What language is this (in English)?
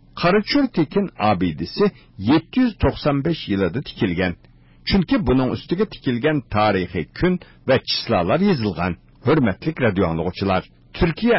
Uyghur